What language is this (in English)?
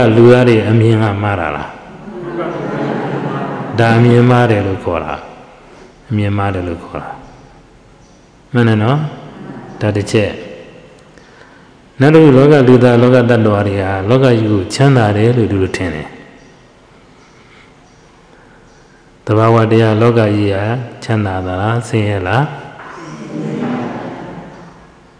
Burmese